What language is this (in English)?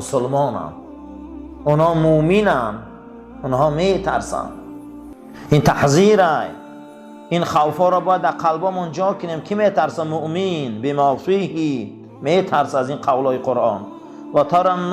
Tajik